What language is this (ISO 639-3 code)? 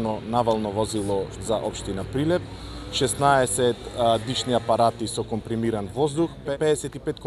mkd